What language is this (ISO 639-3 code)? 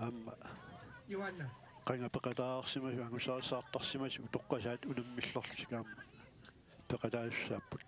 kal